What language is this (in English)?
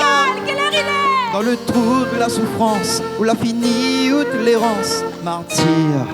Réunion Creole French